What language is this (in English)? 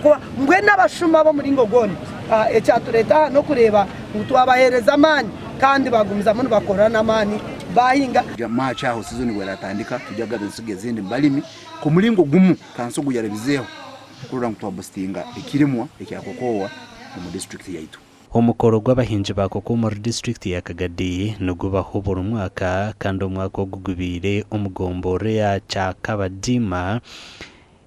Nyankole